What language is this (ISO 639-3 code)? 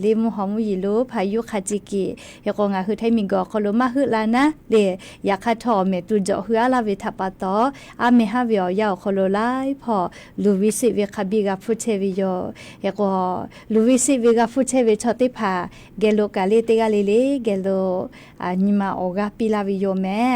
lhu